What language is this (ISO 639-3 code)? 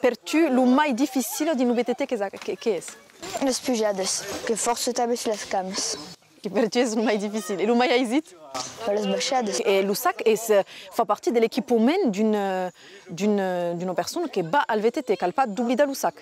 oci